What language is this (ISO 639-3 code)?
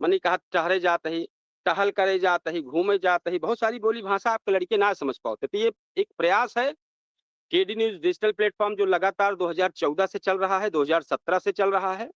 awa